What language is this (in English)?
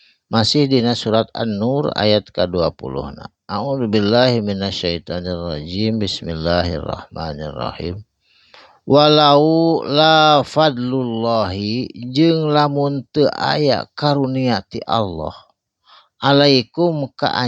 Sundanese